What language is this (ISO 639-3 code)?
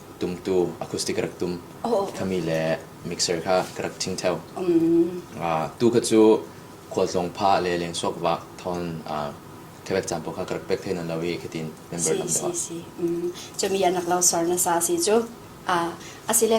cfm